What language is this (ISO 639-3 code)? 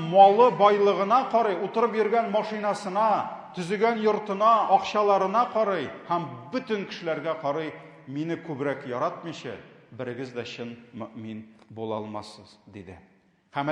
tat